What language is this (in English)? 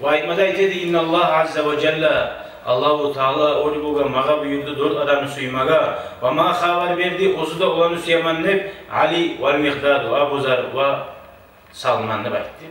Kumyk